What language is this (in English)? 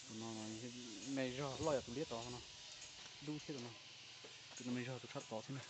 Hmong